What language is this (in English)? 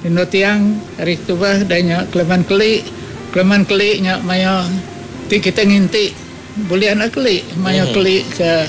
Iban